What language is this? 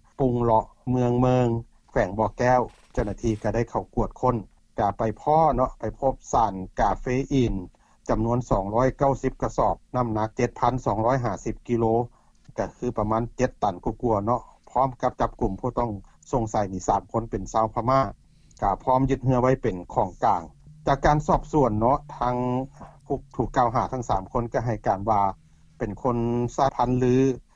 Lao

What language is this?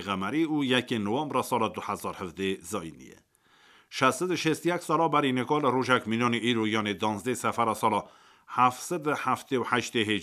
Kurdish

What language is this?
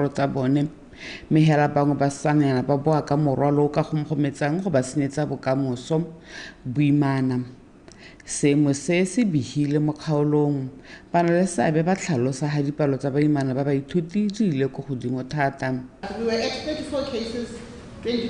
Tswana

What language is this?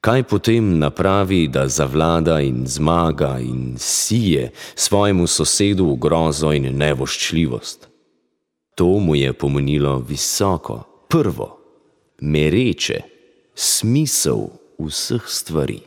Slovenian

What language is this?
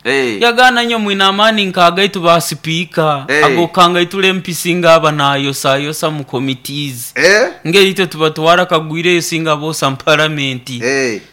Nyoro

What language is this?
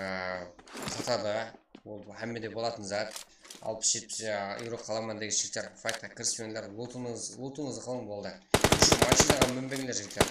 Kara-Kalpak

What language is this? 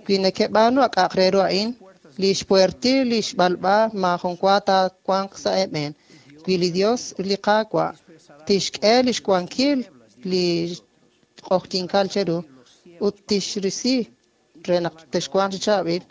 Kekchí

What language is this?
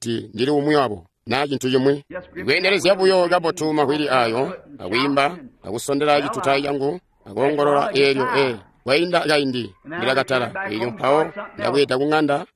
Tonga (Zambia)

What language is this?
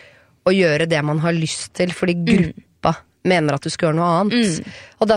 Norwegian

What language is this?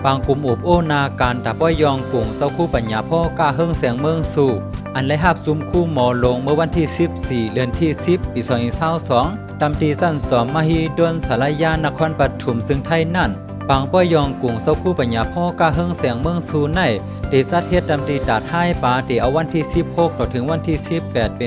Shan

